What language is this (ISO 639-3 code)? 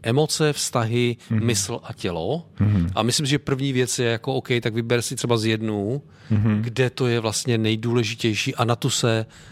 ces